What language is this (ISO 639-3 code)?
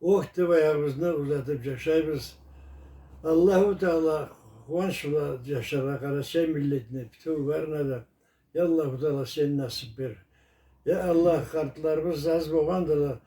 krc